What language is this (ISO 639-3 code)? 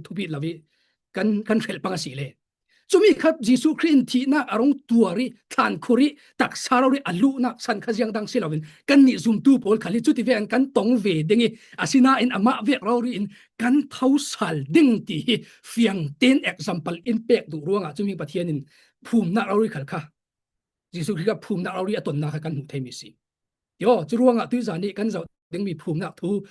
cfm